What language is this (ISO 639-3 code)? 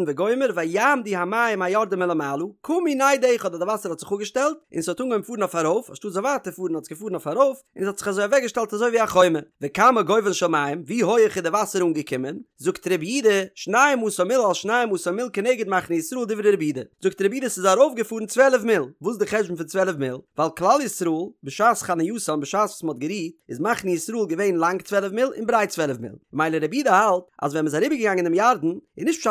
yid